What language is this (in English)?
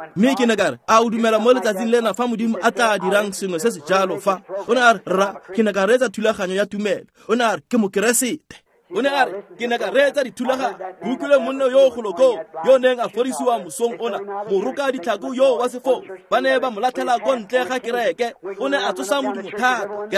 Tswana